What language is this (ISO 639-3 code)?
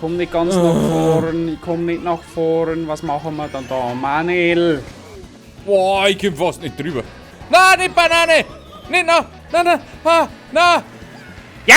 bar